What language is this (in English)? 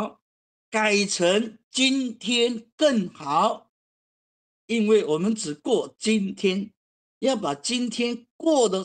Chinese